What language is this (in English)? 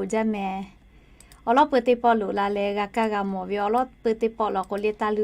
Lahu